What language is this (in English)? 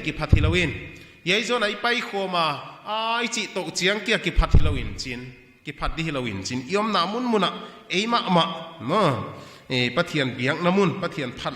Paite Chin